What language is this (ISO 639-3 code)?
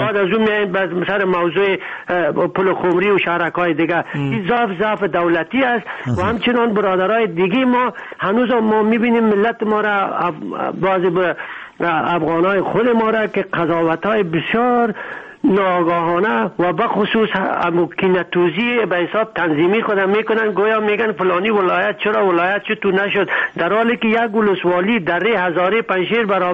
fas